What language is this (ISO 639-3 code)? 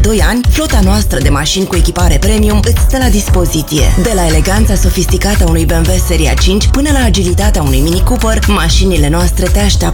ron